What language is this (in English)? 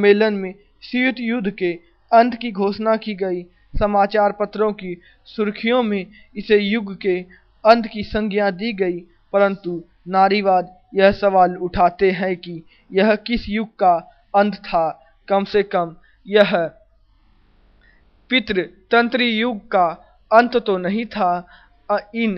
Hindi